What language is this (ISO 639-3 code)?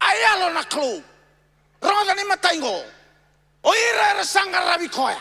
fij